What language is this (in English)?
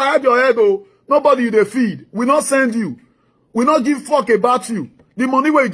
Nigerian Pidgin